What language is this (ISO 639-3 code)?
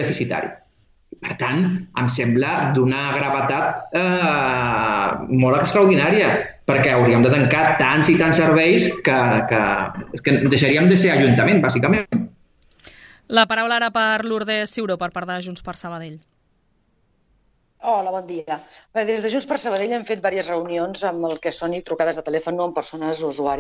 cat